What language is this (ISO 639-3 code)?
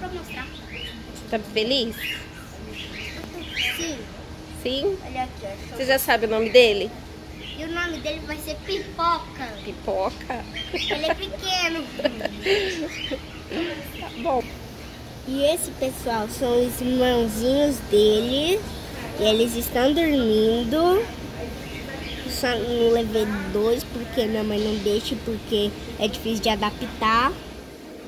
por